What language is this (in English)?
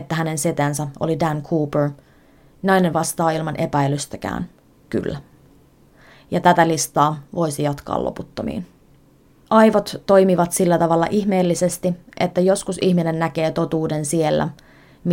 Finnish